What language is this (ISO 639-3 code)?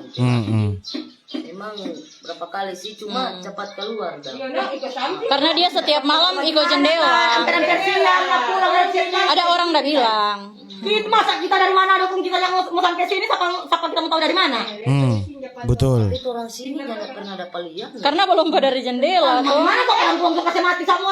xmm